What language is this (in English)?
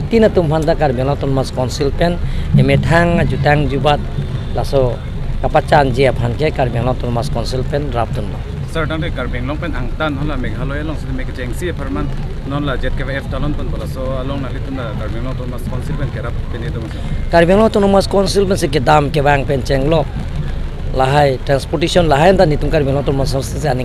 Karbi